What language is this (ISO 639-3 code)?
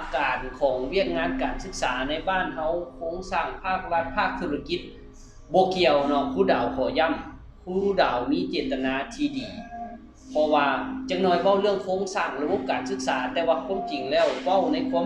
lao